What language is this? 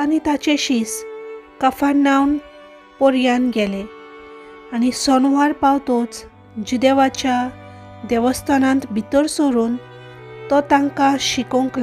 Konkani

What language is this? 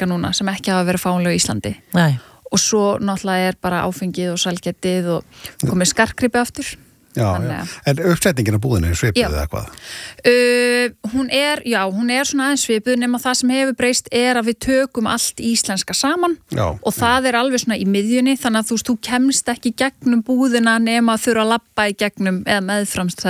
Icelandic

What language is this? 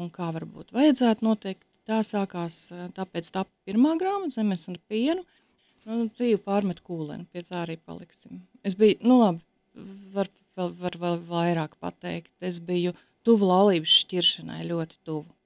Latvian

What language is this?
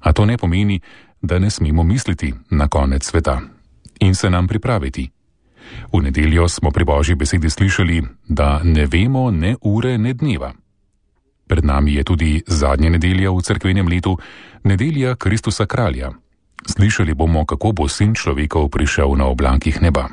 Slovenian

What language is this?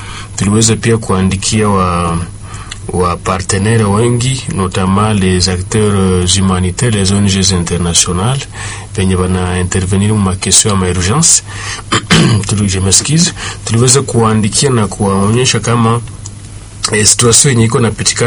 Swahili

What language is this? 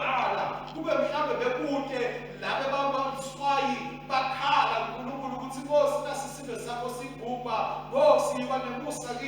Swati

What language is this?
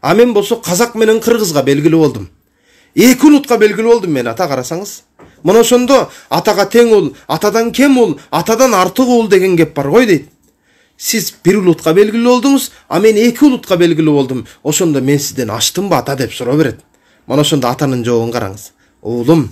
Kyrgyz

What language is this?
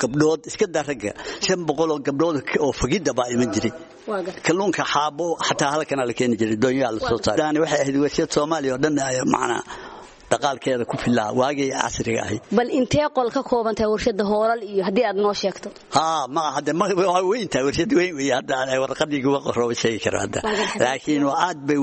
Somali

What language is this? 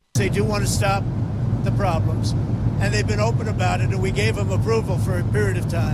English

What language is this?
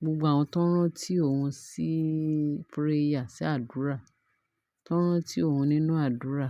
Yoruba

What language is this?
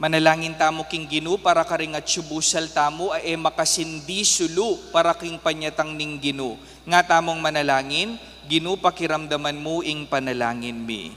Pampanga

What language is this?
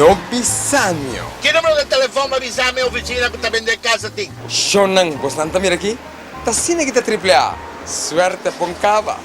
Papiamento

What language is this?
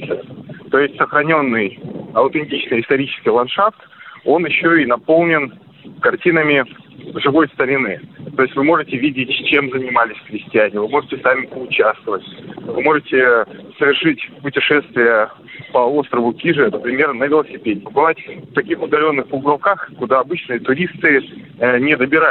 Russian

